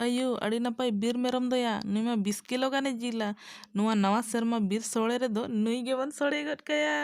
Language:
Santali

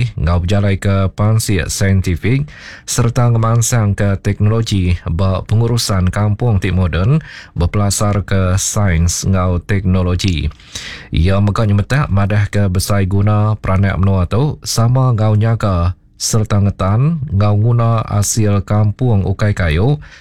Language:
Iban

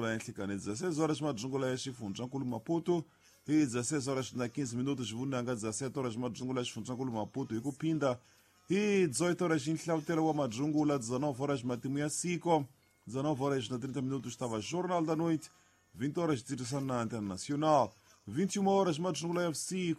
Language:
Tsonga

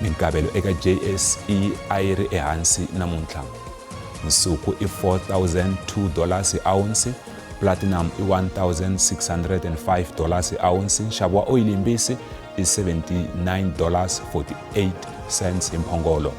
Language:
Tsonga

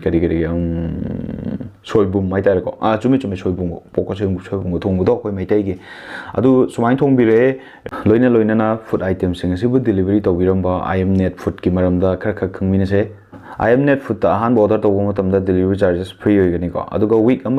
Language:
Manipuri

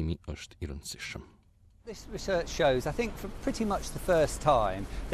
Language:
Albanian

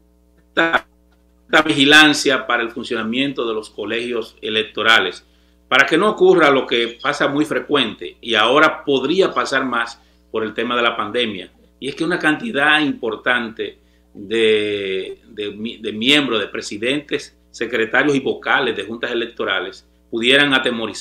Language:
Spanish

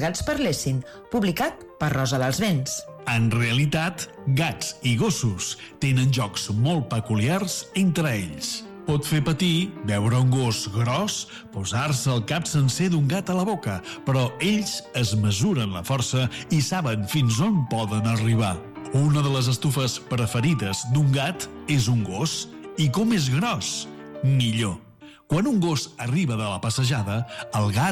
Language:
Catalan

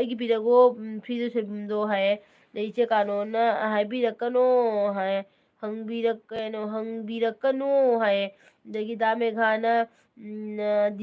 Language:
Manipuri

